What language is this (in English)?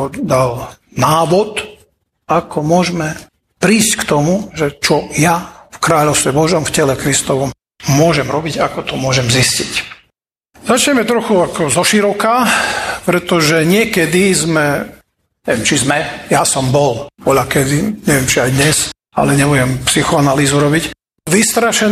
Slovak